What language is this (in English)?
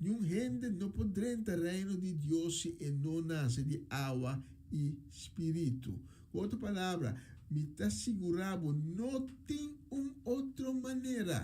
Papiamento